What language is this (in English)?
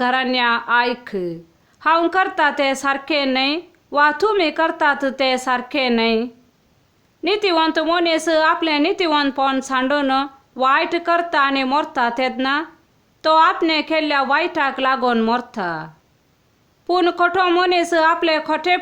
Konkani